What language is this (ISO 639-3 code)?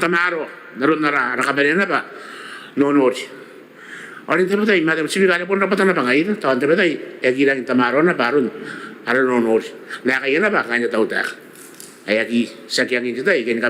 gil